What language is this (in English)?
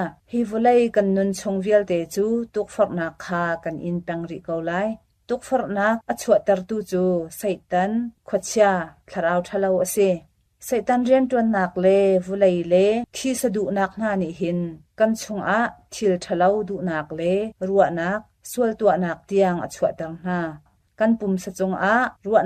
Hakha Chin